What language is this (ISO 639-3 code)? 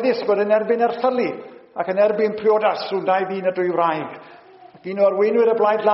cym